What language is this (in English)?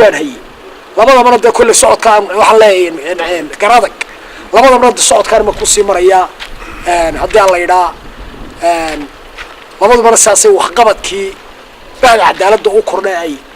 Somali